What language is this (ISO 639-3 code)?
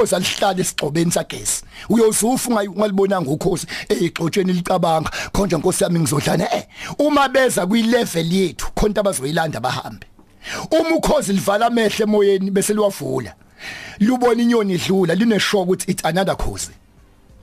zul